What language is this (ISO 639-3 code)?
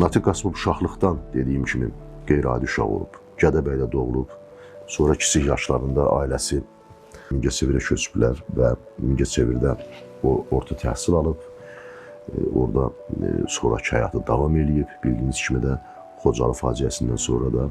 aze